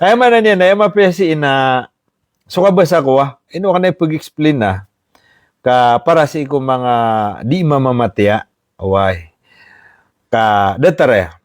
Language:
Maranao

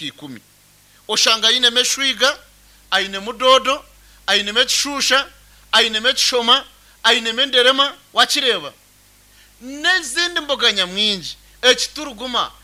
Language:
Nyankole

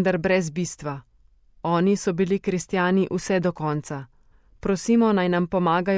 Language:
Slovenian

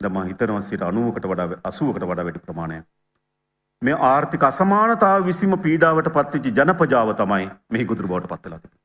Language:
Sinhala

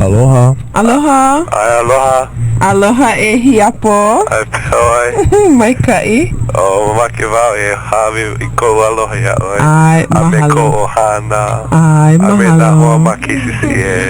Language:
Hawaiian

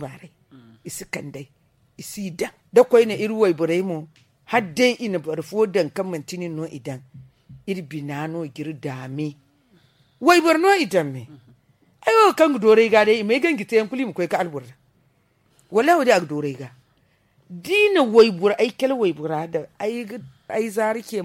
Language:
Zarma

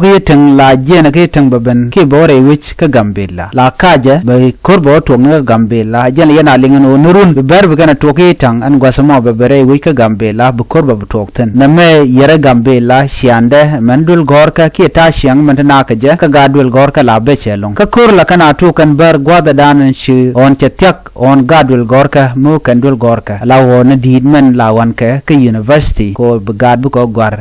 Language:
Nuer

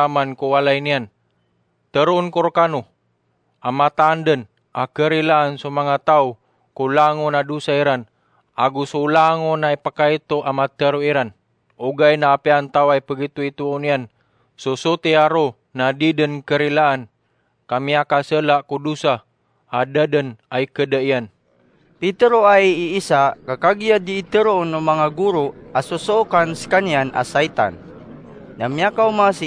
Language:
Maranao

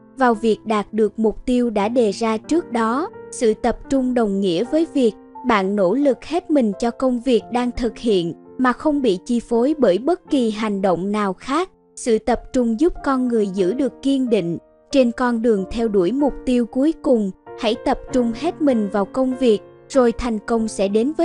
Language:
Vietnamese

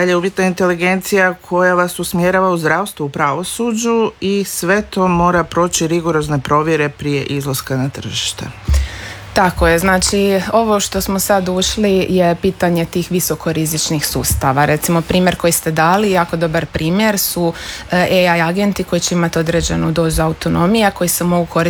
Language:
Croatian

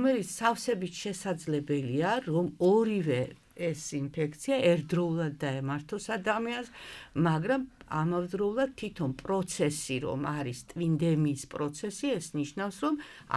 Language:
Georgian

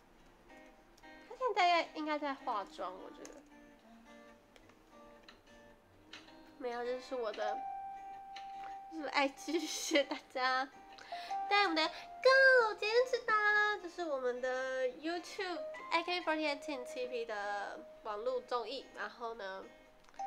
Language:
Chinese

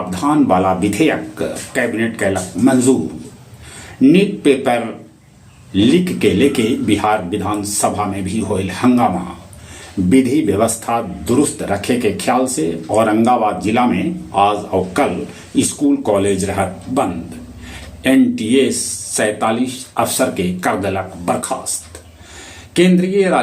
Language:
Magahi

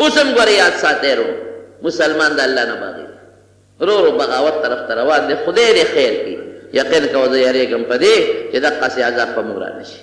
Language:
Pashto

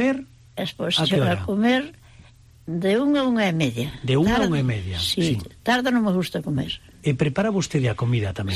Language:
Galician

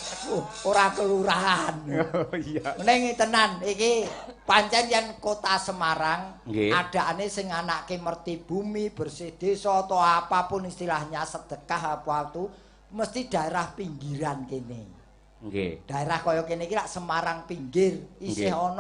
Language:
Javanese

